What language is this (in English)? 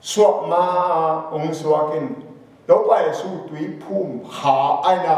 Tedim Chin